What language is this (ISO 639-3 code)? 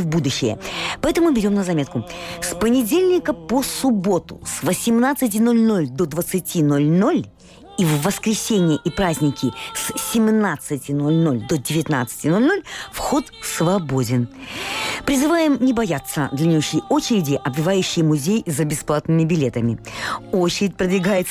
rus